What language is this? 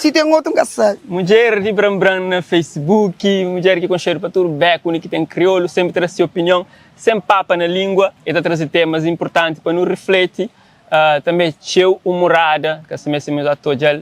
Kabuverdianu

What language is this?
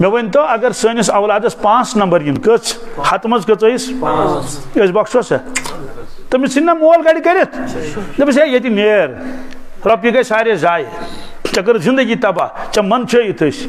Kashmiri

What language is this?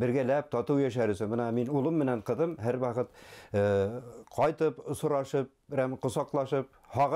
Bashkir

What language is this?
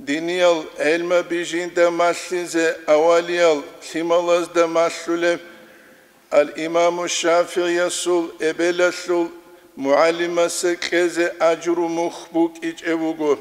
Avaric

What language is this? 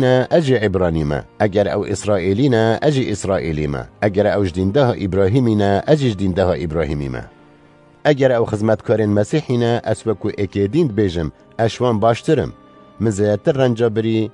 Kurdish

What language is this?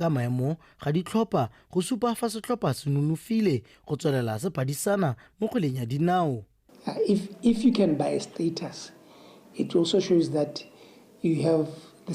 Tswana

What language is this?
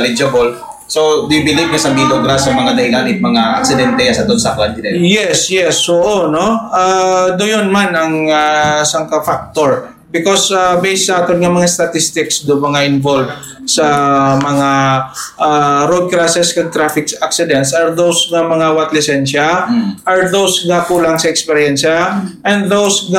Hiligaynon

